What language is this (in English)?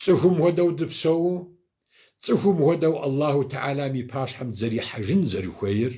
Kabardian